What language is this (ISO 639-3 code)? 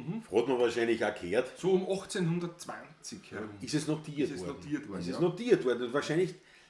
bar